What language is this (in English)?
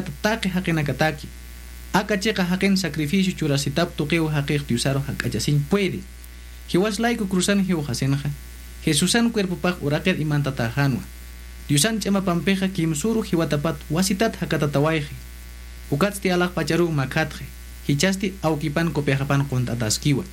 Aymara